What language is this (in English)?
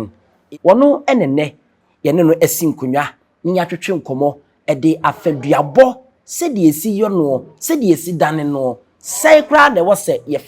Akan